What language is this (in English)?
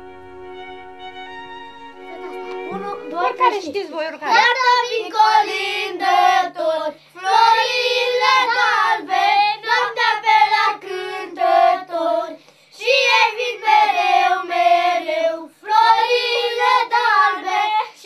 Romanian